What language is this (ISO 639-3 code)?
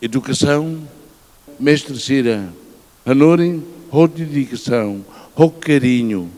tet